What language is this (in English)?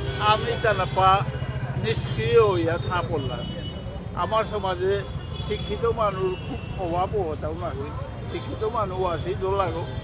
Bishnupriya